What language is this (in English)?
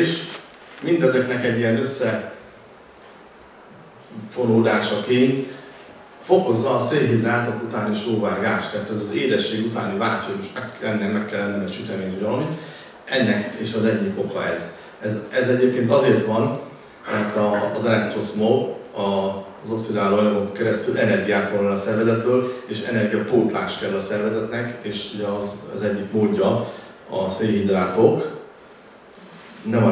Hungarian